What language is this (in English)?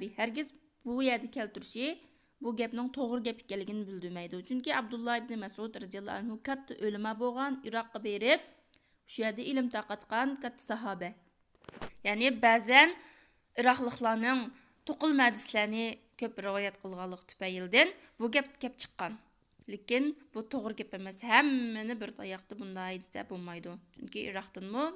Uyghur